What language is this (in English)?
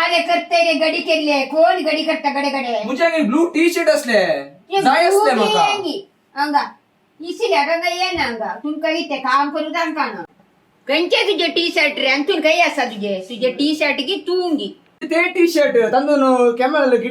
Konkani